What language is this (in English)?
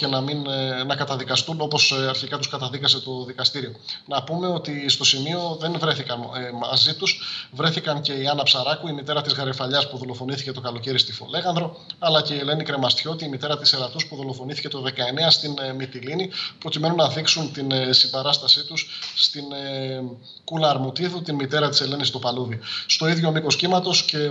Greek